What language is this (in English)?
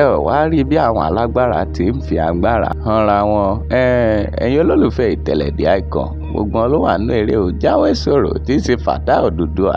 Yoruba